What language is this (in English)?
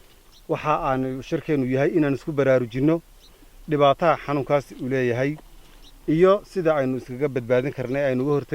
Somali